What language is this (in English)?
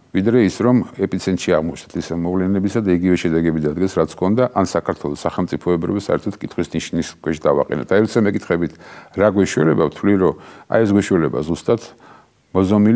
Georgian